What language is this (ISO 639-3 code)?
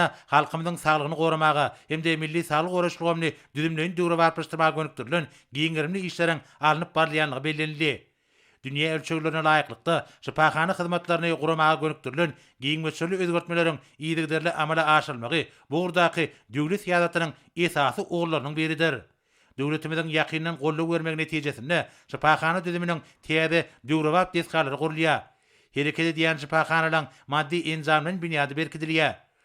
tuk